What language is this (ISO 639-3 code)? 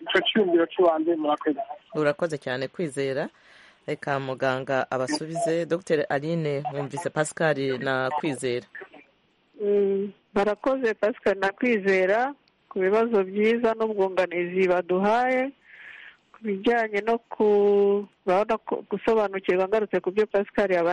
kin